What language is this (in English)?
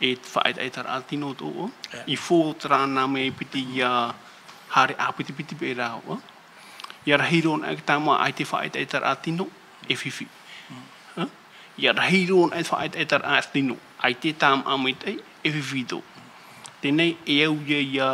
Tahitian